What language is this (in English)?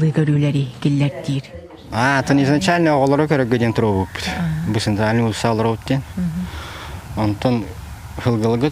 Yakut